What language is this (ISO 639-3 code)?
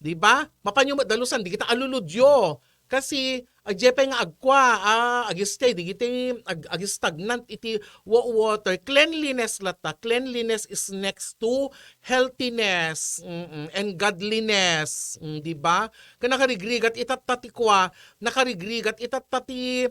ilo